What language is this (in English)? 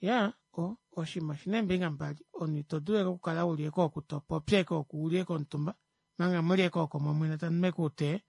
Kuanyama